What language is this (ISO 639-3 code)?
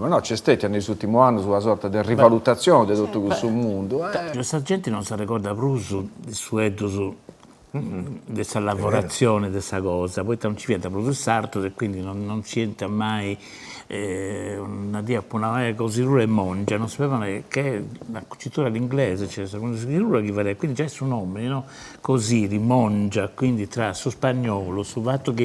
srd